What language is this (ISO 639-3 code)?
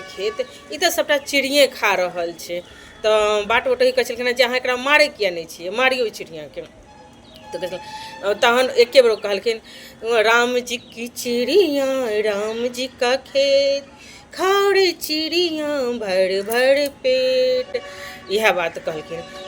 mai